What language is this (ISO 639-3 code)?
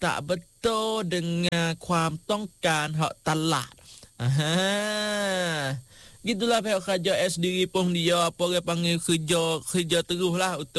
msa